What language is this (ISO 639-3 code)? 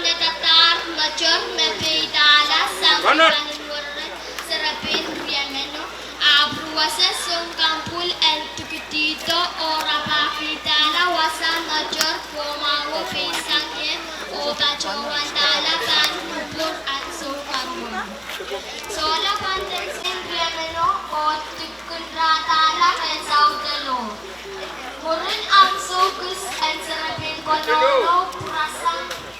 pon